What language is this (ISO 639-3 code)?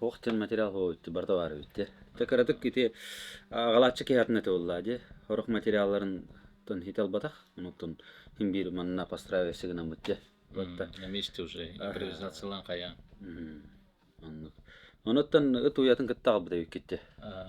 sah